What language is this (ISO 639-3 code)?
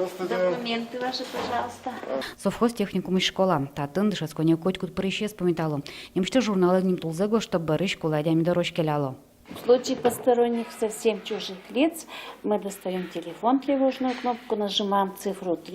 udm